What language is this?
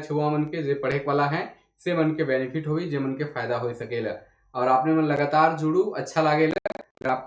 Sadri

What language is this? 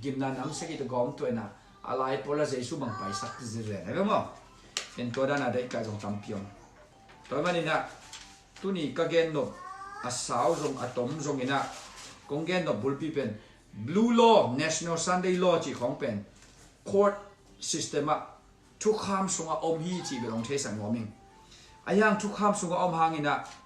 Tedim Chin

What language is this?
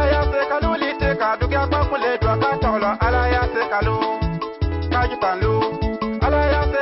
Bimoba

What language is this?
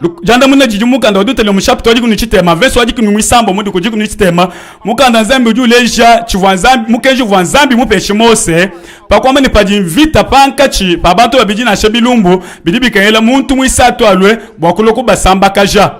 Luba-Lulua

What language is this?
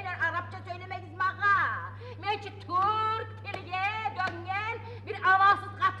Kumyk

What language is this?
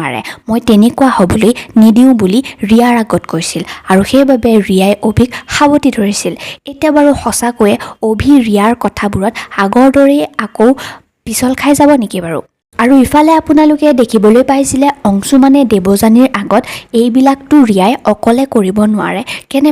Assamese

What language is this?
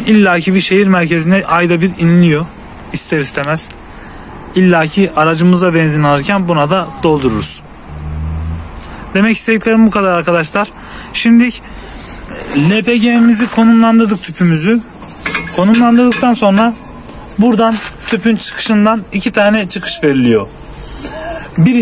Turkish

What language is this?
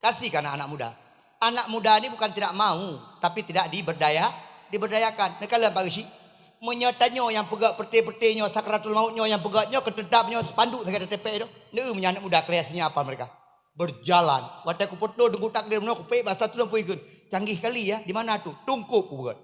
Achinese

